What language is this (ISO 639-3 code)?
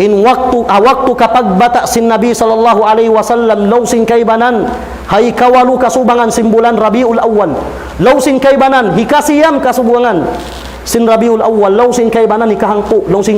tsg